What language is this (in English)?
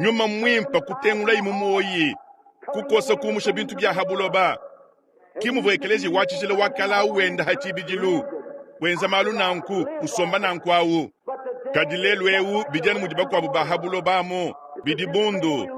Luba-Lulua